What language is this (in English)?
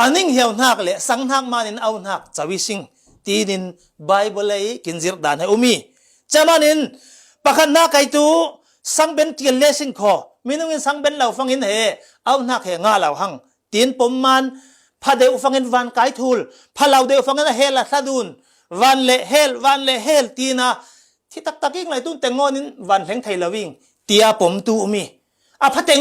Falam Chin